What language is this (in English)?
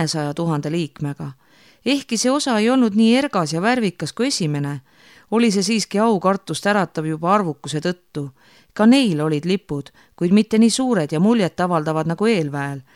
Estonian